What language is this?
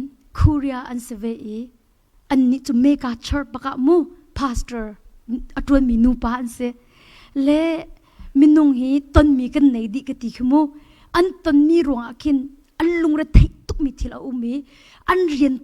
Hakha Chin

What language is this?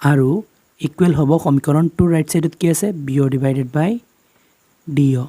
Assamese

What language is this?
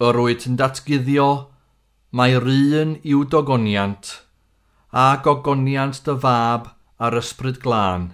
Welsh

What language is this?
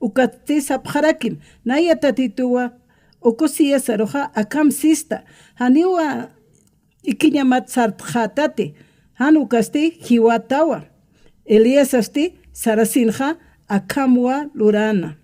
Aymara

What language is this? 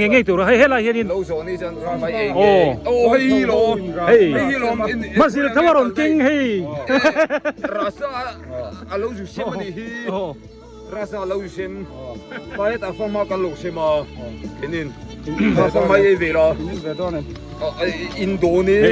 Biete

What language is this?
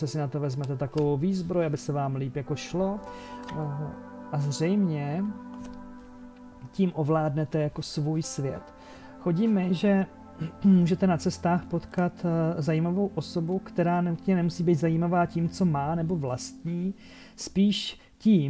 Czech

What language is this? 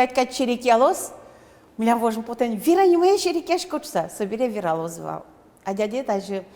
Udmurt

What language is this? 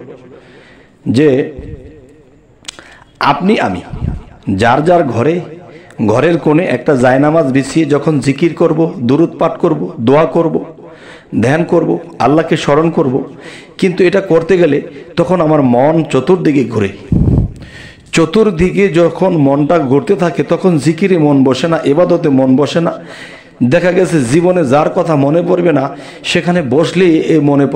Bangla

